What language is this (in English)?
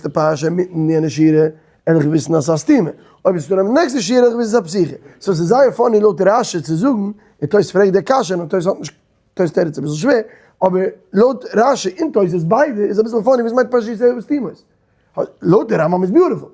Yiddish